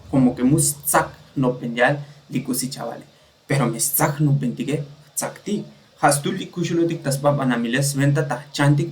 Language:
Tzotzil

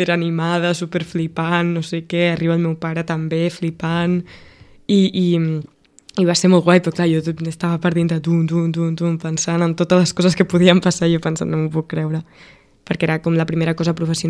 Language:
Catalan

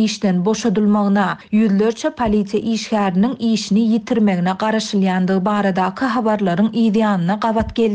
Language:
Turkmen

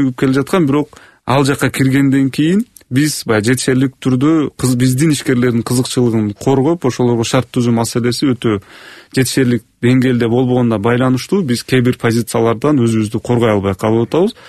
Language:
Kyrgyz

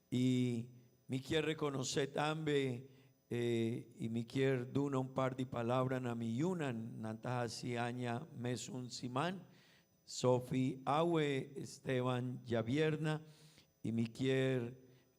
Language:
Papiamento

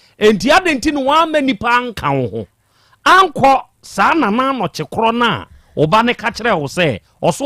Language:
Akan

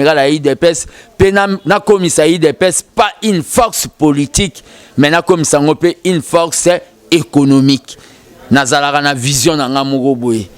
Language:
Lingala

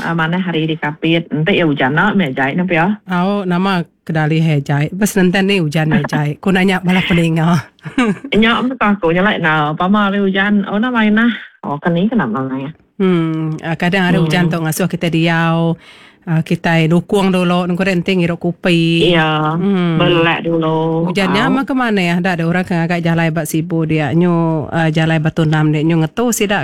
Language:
Iban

